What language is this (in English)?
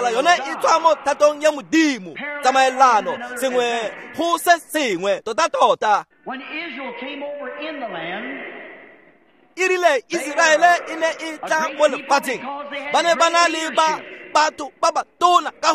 Tswana